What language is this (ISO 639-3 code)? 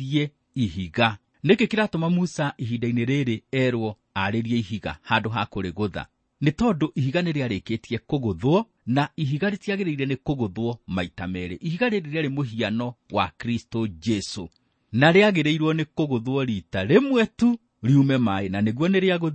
kik